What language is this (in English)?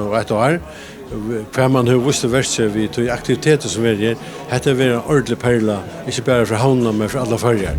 Faroese